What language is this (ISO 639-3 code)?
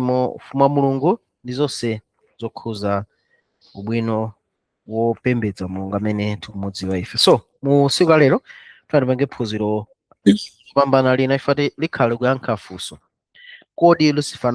nya